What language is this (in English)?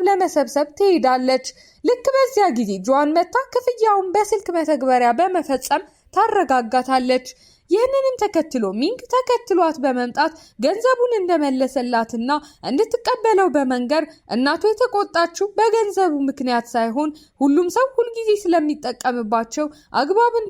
Amharic